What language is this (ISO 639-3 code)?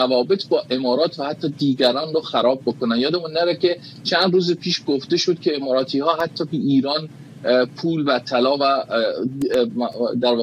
fas